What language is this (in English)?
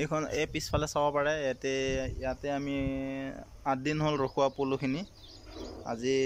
Assamese